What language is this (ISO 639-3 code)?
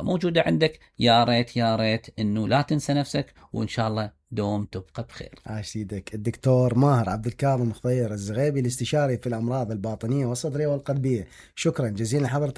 acm